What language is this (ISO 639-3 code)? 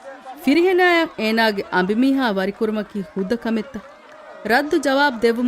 div